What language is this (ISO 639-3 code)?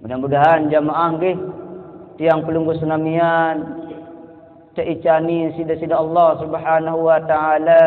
sas